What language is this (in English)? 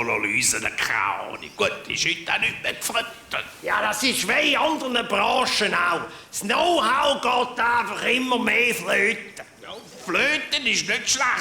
Swiss German